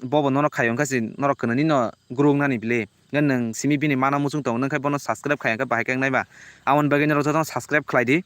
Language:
Kok Borok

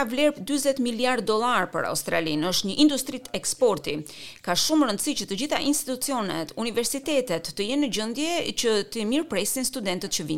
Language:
Albanian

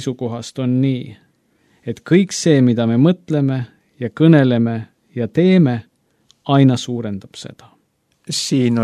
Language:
Estonian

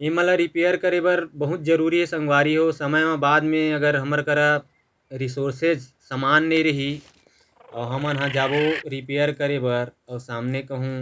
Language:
Chhattisgarhi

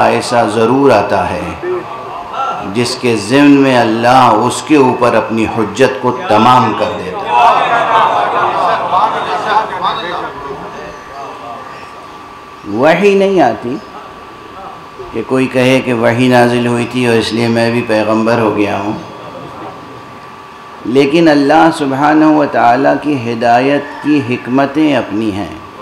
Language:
Urdu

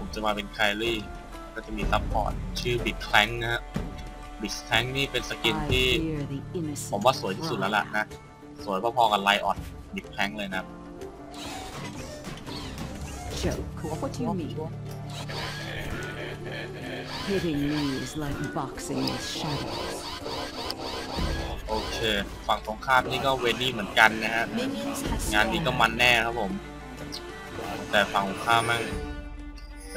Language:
Thai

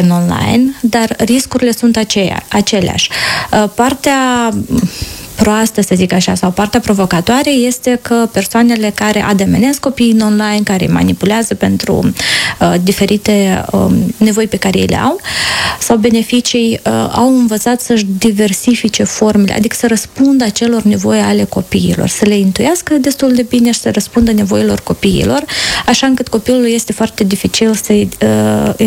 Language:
Romanian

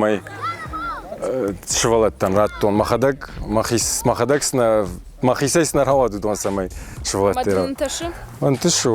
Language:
Ossetic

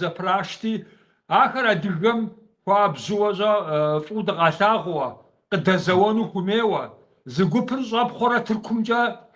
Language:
Kabardian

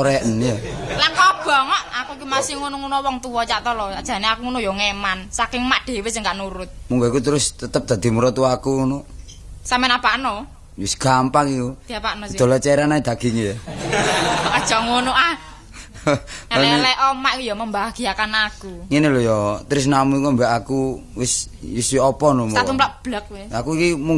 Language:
Javanese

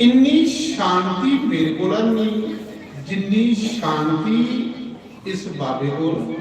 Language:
Dogri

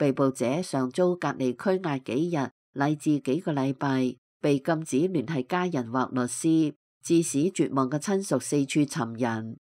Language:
Cantonese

